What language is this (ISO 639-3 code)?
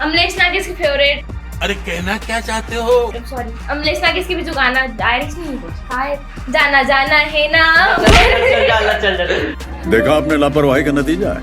hne